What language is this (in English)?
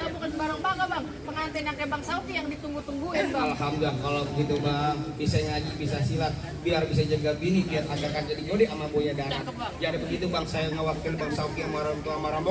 Betawi